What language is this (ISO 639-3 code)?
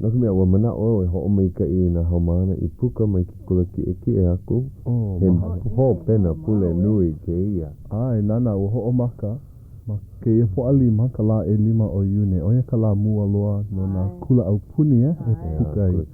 haw